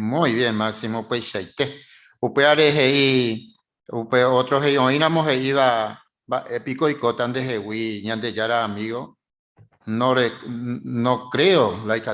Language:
Guarani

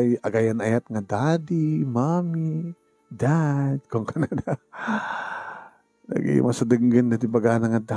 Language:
Iloko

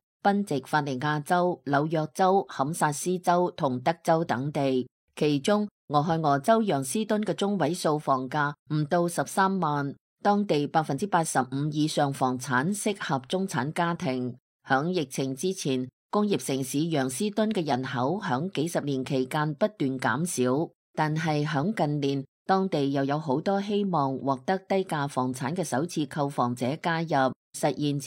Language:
Cantonese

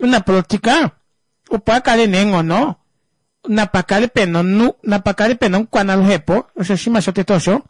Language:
Kuanyama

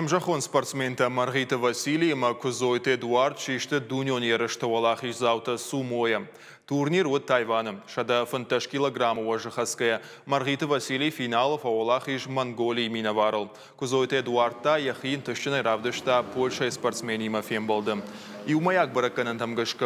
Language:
Ossetic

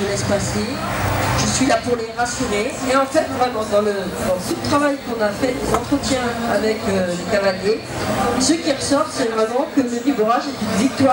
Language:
French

